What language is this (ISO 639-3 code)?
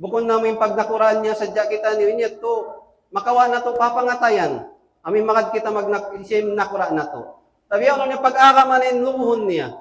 tsg